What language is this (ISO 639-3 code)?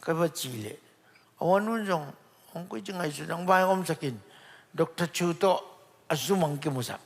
ctd